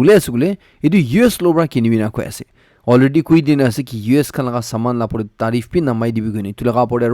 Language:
Naga Pidgin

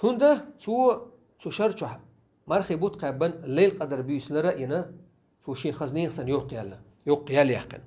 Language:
Chechen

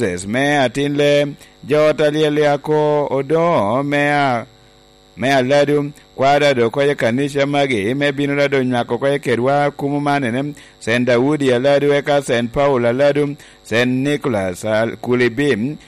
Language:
Lango (Uganda)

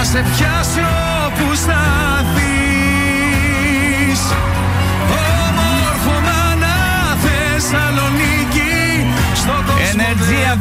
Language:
Romanian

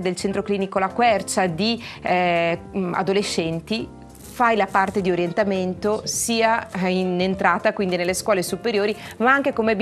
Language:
Italian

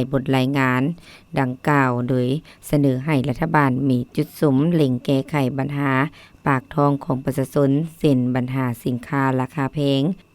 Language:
Lao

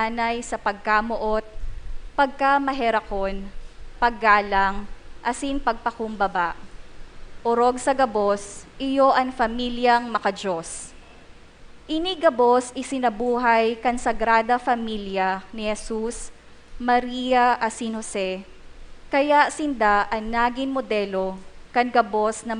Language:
Bikol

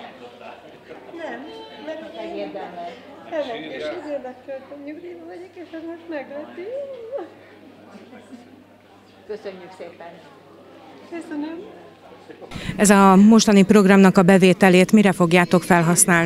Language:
Hungarian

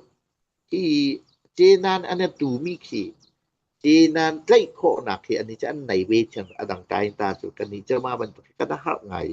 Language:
Hakha Chin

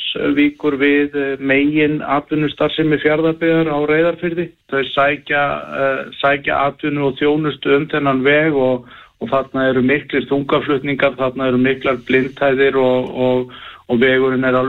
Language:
Icelandic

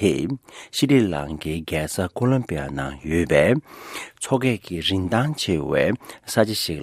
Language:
Tibetan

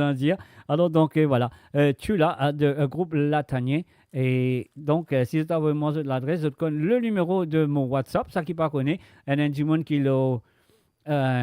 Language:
Morisyen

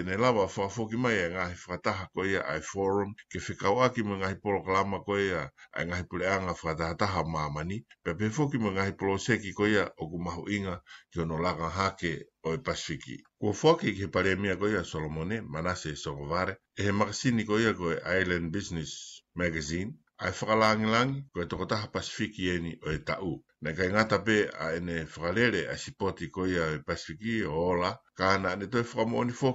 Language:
Tongan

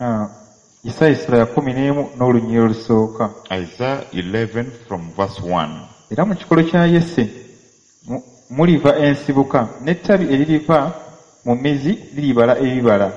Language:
Ganda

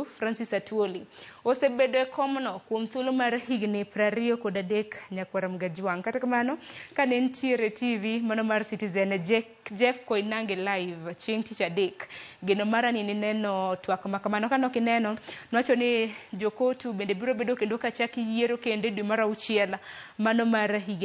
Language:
Luo (Kenya and Tanzania)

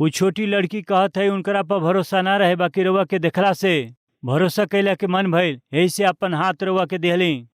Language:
Bhojpuri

